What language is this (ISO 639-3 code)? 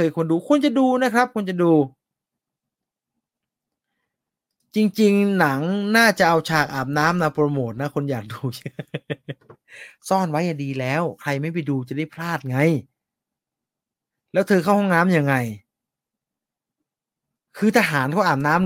tha